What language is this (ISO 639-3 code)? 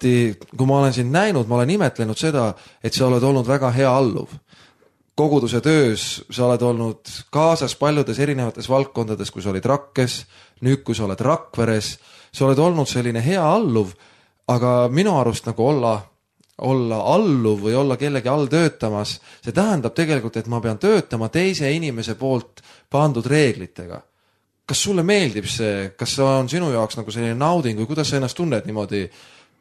est